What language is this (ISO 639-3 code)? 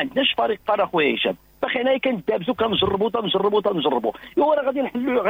ary